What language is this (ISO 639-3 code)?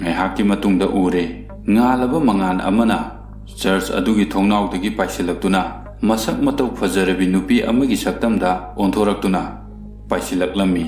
mni